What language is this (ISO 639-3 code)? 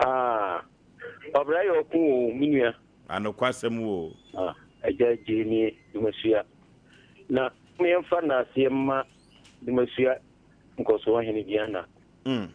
aka